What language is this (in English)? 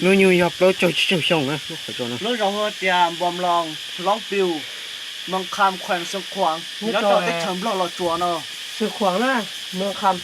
Hmong